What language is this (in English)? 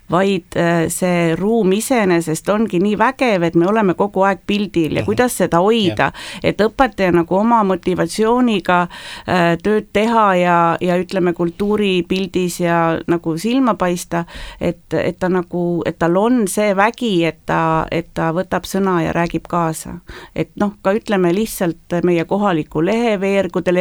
Estonian